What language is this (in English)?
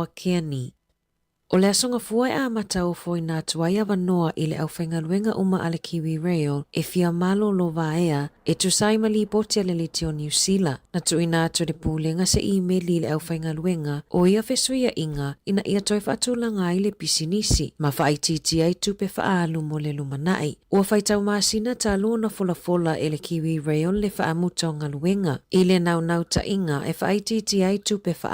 Samoan